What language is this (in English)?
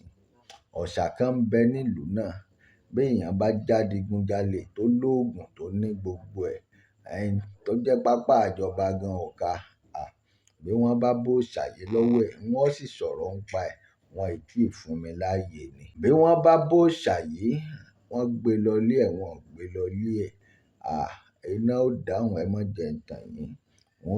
Yoruba